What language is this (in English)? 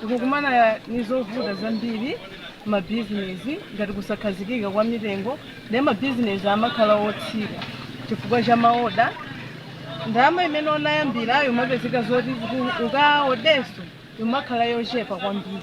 Nyanja